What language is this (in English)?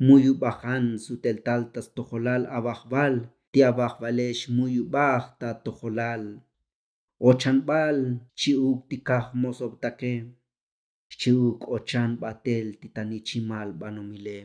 Tzotzil